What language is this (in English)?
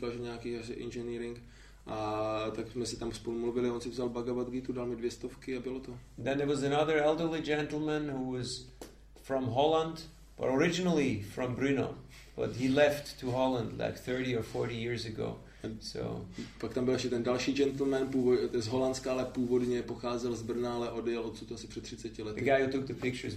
Czech